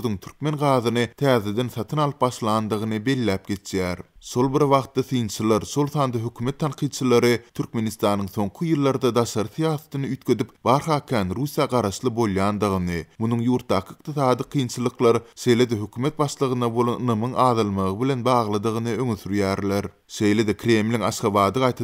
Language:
Turkmen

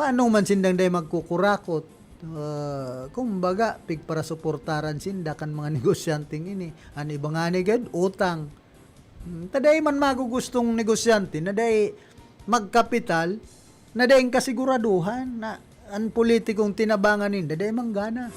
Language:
Bikol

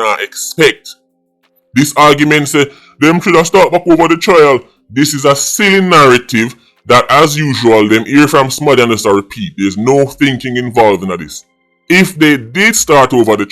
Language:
Jamaican Creole English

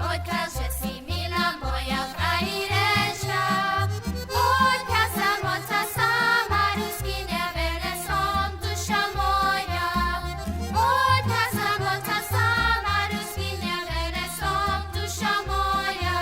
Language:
Rusyn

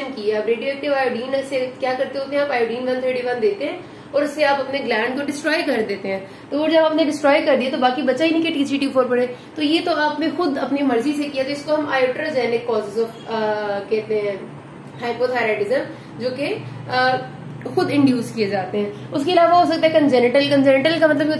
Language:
Hindi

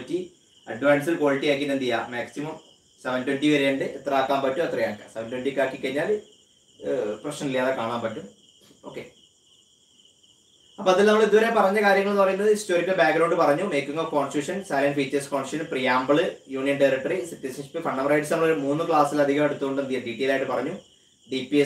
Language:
Malayalam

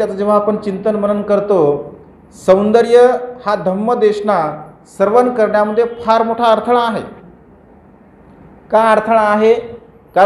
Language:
Marathi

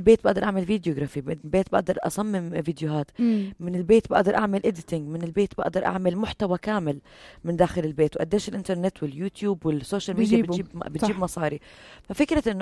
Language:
North Levantine Arabic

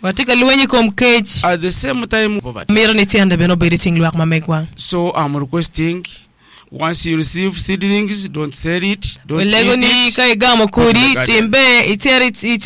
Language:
Acoli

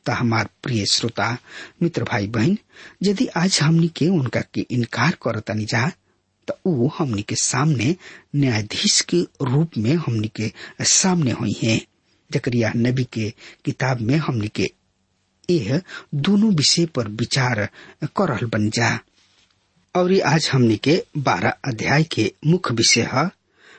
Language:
Bhojpuri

